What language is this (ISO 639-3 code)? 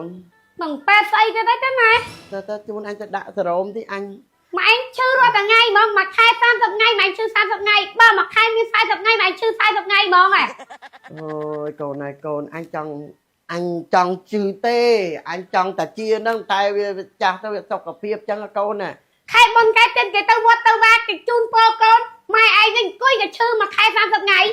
khm